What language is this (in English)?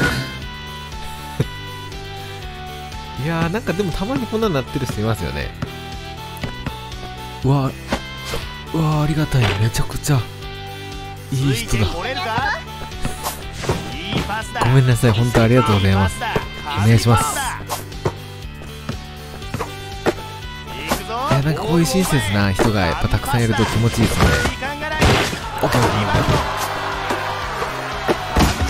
Japanese